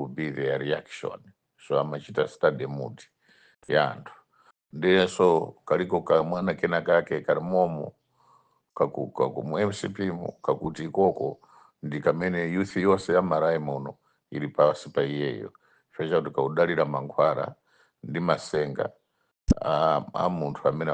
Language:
Nyanja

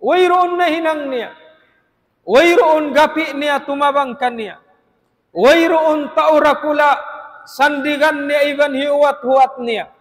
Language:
Tausug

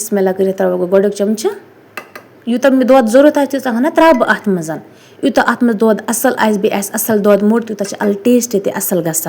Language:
Kashmiri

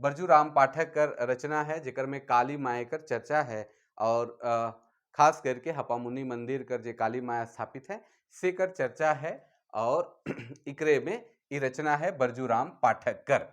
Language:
Sadri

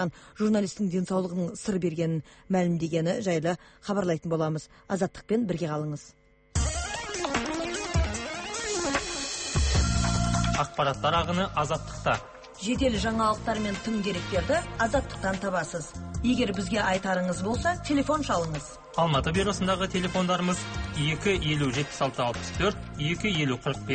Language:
Kazakh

